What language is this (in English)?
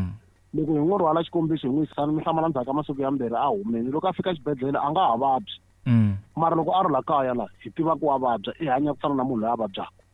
Tsonga